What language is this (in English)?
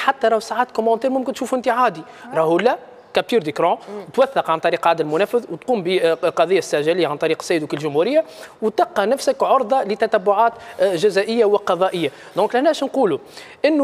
Tunisian Arabic